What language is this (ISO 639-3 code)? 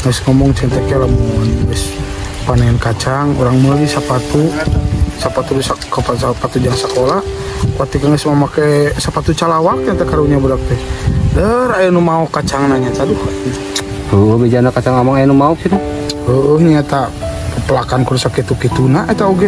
sun